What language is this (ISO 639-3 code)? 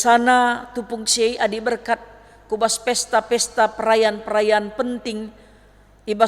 btx